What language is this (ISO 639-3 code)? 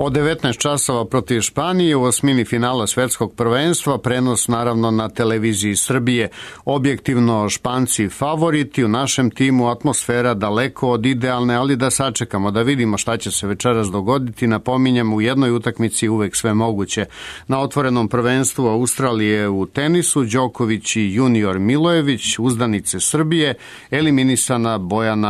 srp